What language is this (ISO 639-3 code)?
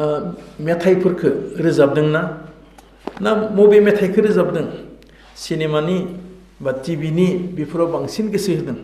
brx